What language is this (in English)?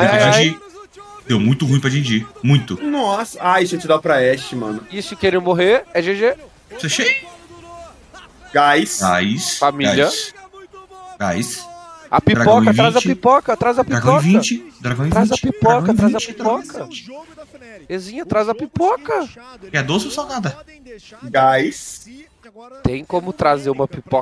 Portuguese